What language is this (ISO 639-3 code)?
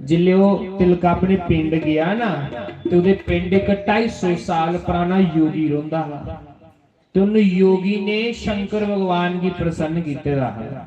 doi